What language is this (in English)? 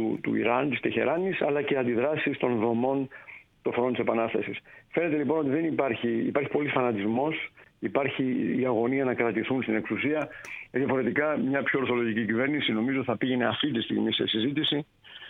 Greek